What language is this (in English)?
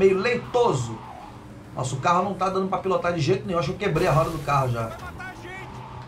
Portuguese